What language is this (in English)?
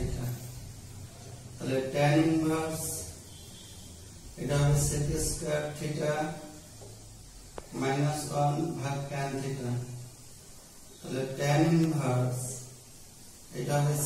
Bangla